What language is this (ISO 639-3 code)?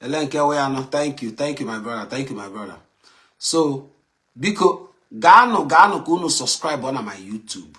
ibo